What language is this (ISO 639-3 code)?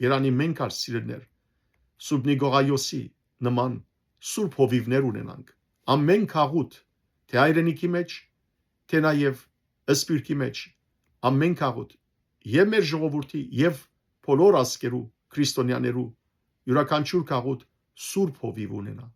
hyw